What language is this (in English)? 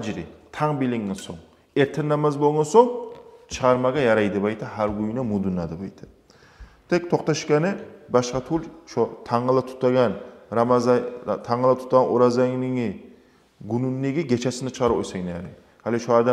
Kumyk